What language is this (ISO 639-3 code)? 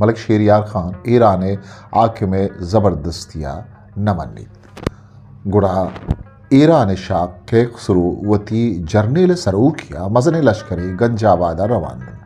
bgp